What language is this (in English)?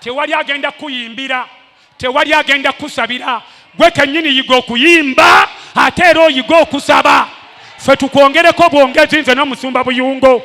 Ganda